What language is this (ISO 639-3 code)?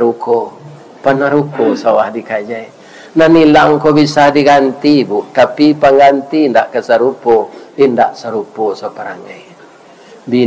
min